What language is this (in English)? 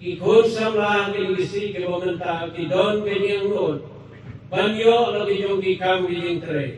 Khasi